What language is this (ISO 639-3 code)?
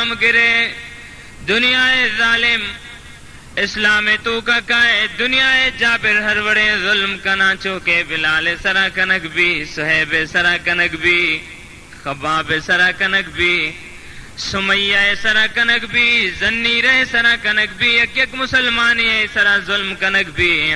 bal